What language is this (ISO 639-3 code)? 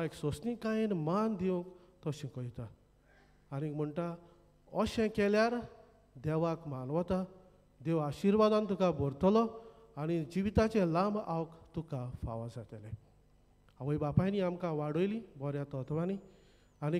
kok